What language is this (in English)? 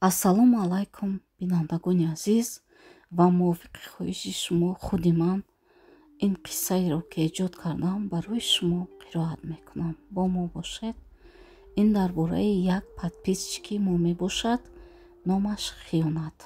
Tajik